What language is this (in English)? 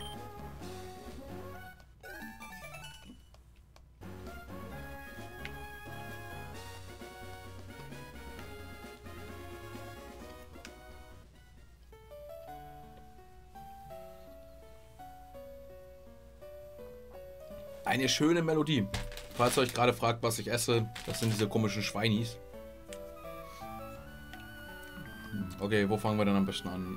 German